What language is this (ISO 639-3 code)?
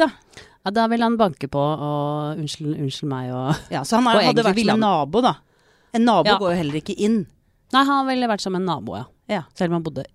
nor